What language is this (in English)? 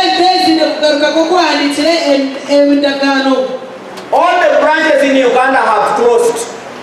Nyankole